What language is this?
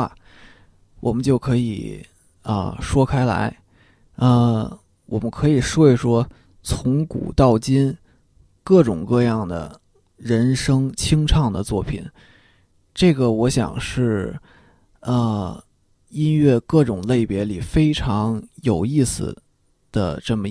Chinese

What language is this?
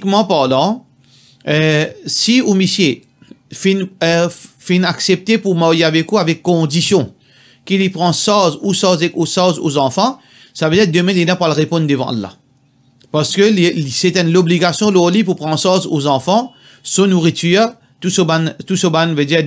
Morisyen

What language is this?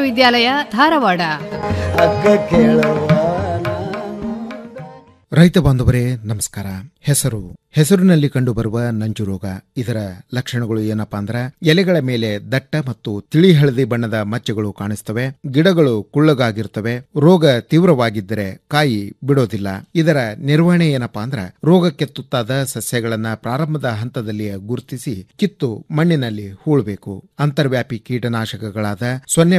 Kannada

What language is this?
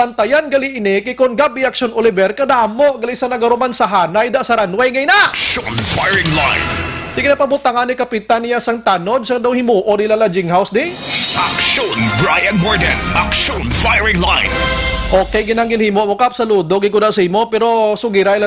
Hiligaynon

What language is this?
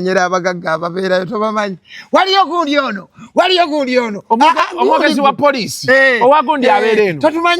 Ganda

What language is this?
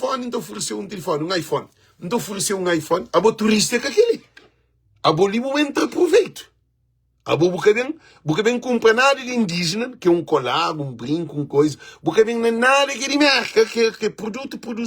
Kabuverdianu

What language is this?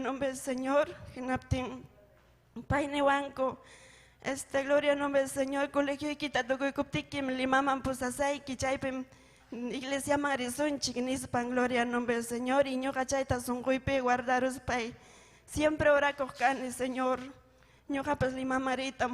Ayacucho Quechua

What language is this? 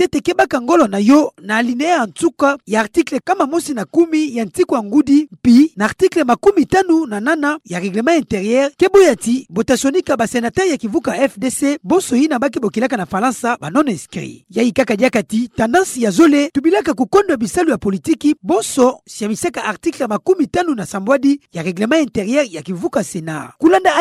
Kituba (Democratic Republic of Congo)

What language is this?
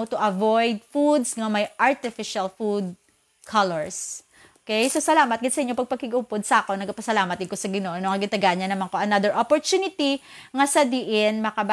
Hiligaynon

